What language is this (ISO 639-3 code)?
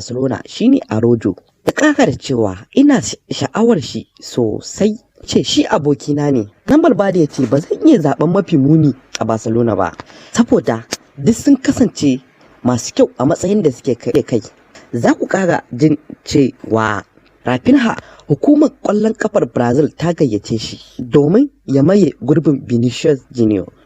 hau